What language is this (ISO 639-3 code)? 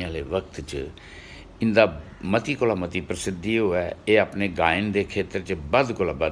doi